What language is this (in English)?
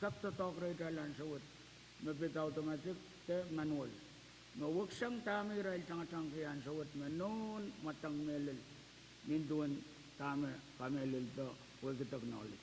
Pohnpeian